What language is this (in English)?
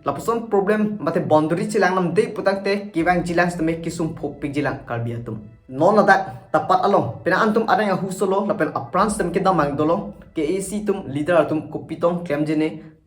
Karbi